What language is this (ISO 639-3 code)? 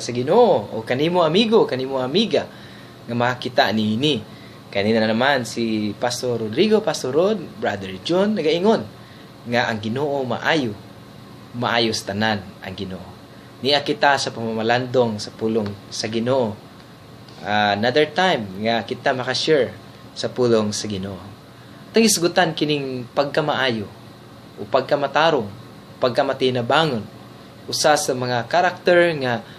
ceb